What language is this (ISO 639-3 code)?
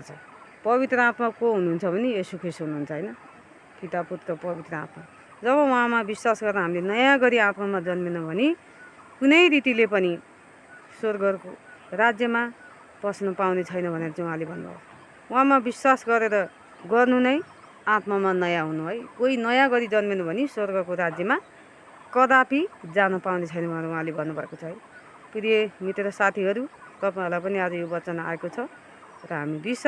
nep